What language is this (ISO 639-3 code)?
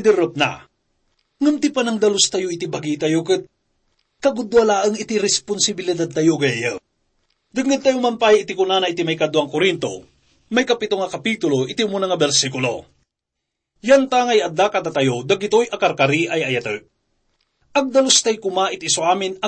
ilo